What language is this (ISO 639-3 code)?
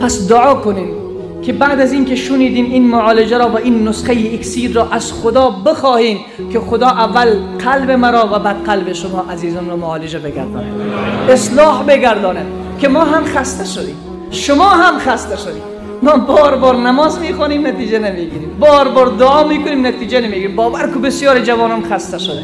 fas